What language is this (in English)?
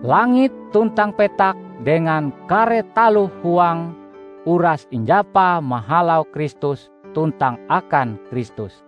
Ngaju